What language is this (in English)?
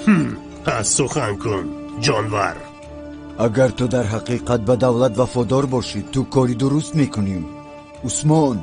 Tajik